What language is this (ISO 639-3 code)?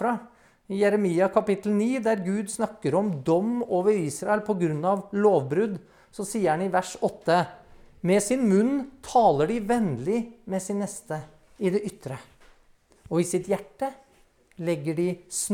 nor